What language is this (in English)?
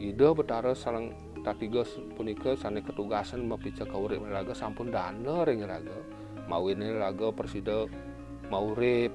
Balinese